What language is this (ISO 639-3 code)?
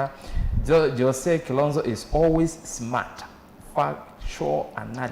kam